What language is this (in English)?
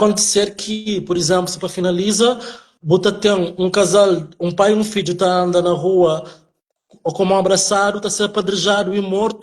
Kabuverdianu